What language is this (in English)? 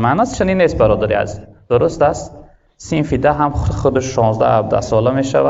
Tajik